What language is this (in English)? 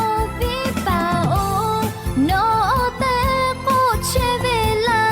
Lahu